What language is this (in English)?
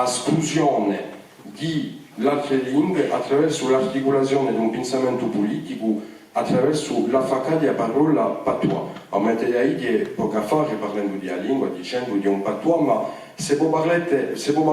Corsican